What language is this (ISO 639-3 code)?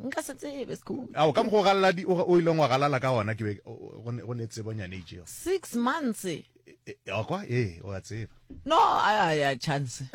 nso